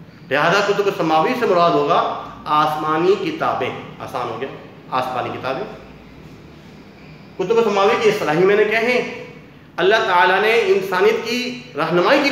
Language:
Urdu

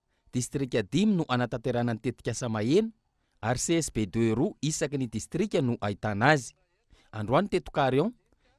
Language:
Malagasy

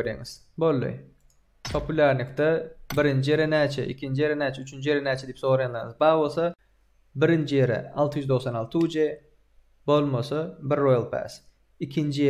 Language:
Turkmen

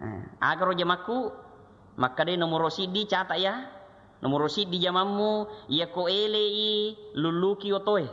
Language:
Buginese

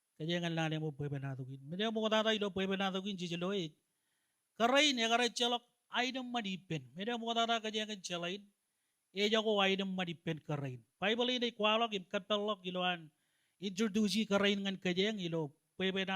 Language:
Marshallese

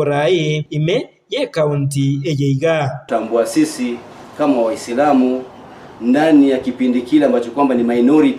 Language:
Gusii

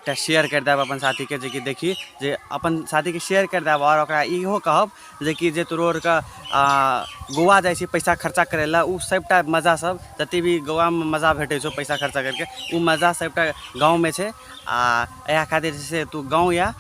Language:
Maithili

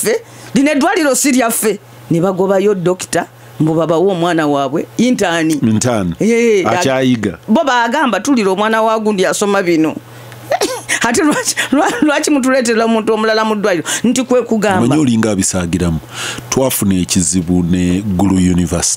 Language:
Ganda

